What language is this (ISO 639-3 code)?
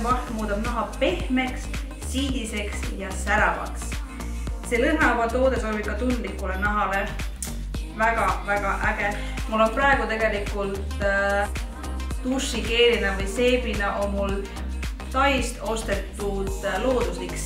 est